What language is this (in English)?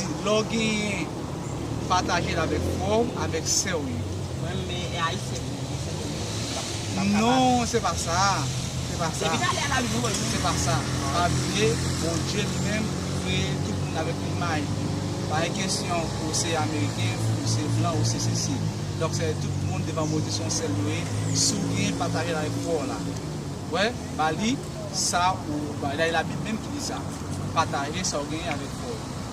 Haitian Creole